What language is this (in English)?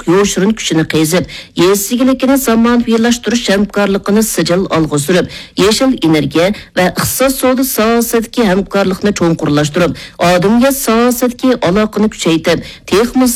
Uyghur